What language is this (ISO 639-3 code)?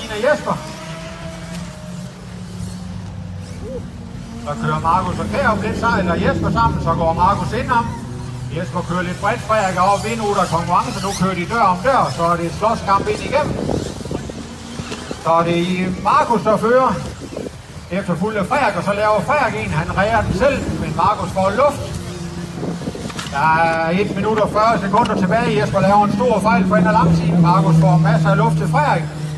dan